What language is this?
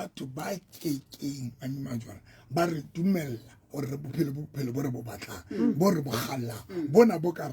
Southern Sotho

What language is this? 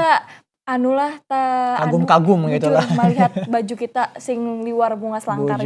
Banjar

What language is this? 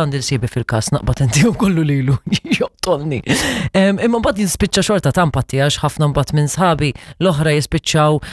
Maltese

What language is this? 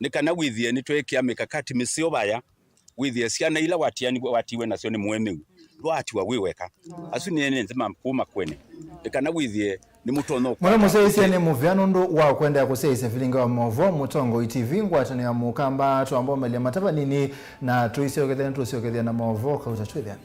Kamba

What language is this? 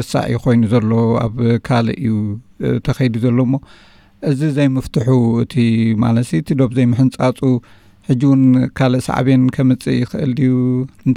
Tigrinya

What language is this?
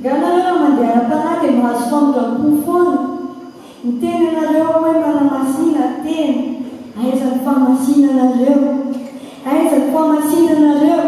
Malagasy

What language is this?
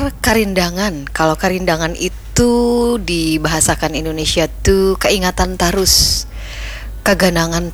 Banjar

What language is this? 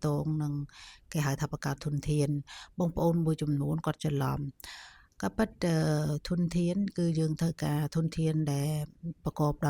Khmer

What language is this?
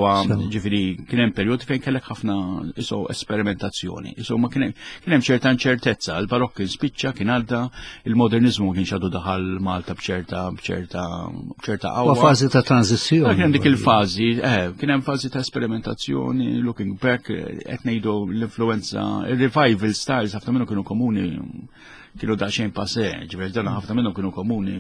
Maltese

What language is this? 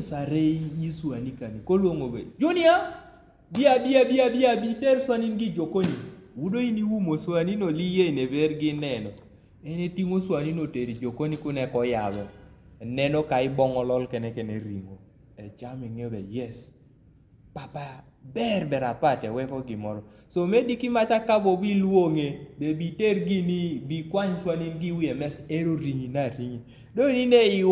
Kumam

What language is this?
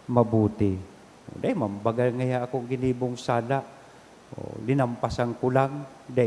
Bikol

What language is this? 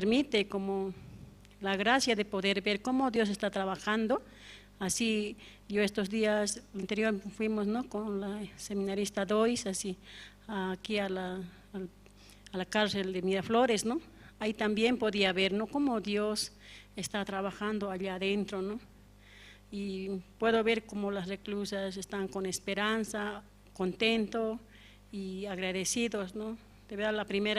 Aymara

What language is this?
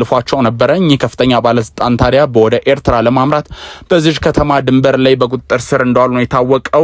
Amharic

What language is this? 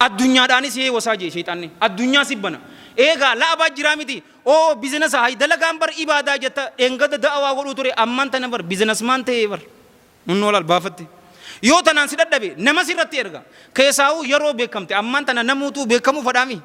Oromo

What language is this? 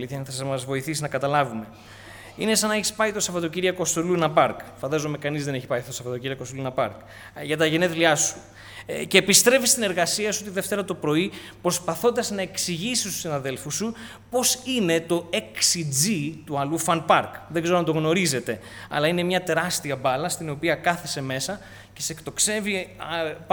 Greek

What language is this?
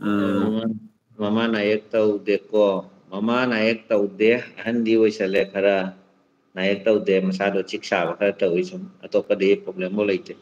Manipuri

